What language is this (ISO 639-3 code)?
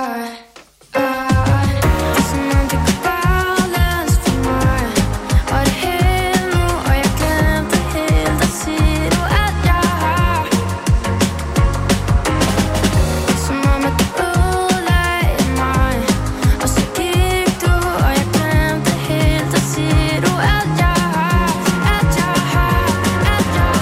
dan